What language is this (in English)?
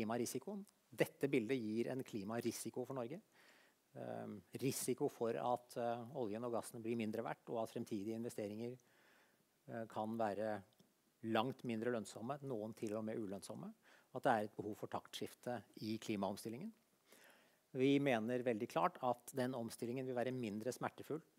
Norwegian